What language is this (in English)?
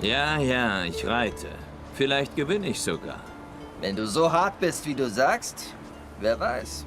Swiss German